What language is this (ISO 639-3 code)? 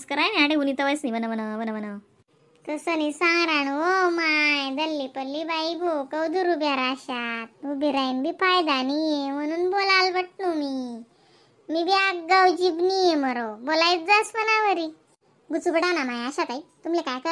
khn